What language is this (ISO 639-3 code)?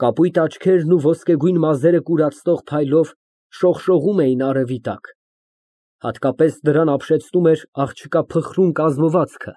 hye